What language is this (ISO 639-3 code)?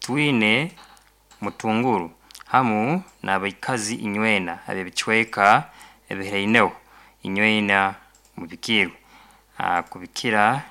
nyo